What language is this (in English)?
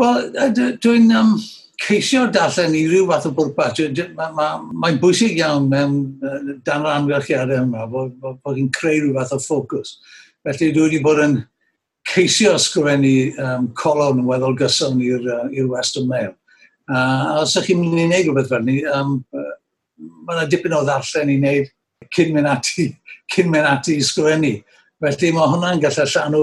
Welsh